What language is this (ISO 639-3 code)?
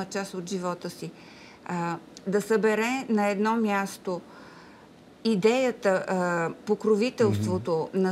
bul